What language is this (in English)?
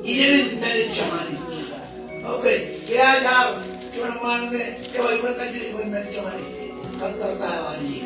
Marshallese